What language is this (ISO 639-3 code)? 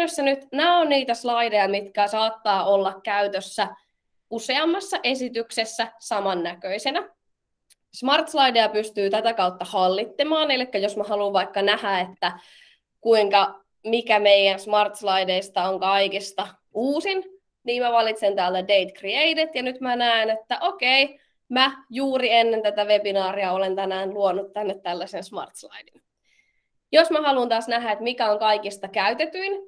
fin